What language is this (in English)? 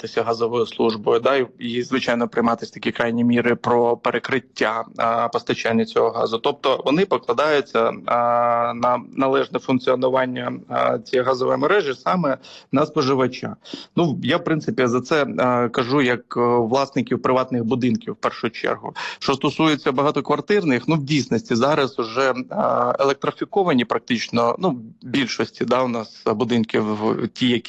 Ukrainian